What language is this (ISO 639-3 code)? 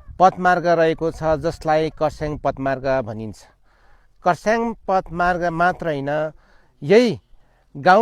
nep